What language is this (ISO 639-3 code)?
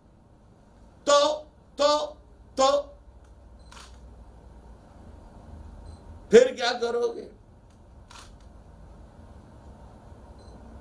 urd